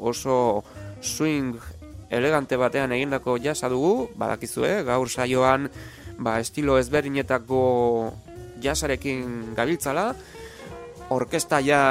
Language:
Basque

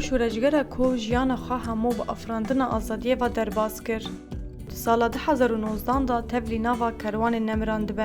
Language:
Kurdish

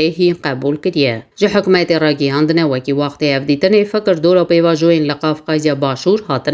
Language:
Kurdish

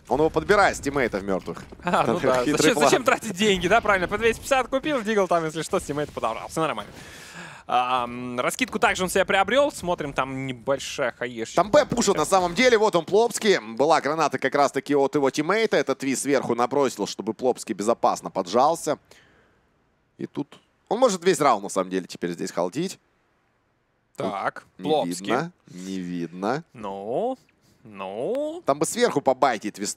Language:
Russian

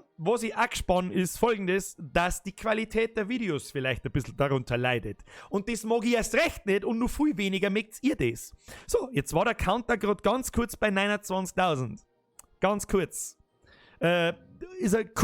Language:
Bavarian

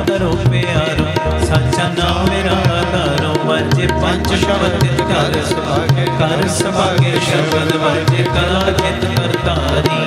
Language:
Punjabi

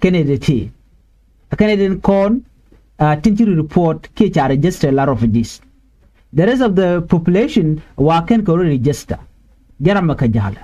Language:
Nuer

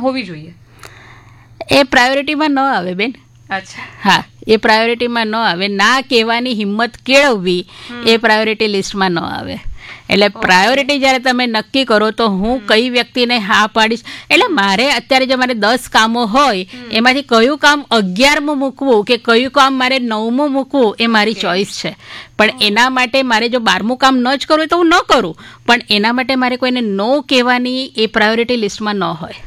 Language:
Gujarati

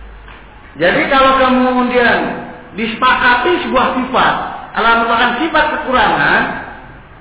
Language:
Indonesian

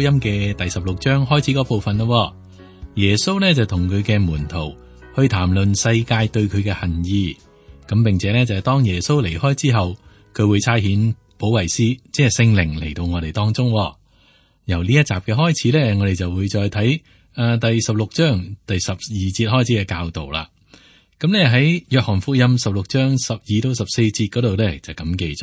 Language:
Cantonese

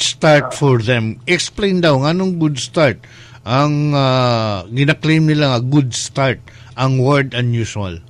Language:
Cebuano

